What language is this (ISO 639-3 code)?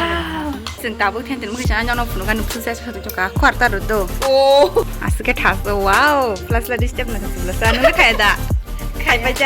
trp